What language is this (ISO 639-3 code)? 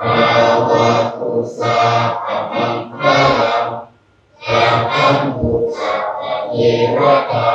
tts